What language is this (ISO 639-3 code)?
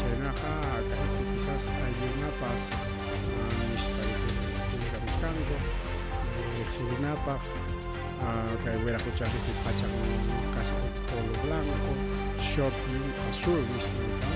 quy